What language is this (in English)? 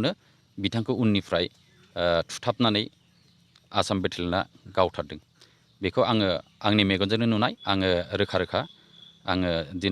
Bodo